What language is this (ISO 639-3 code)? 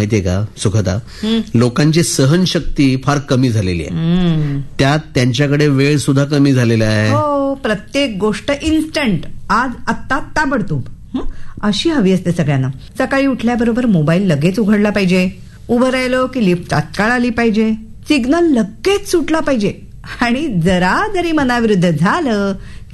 mar